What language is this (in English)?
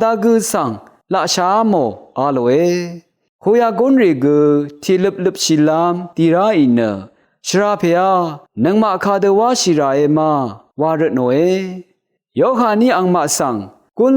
Rawang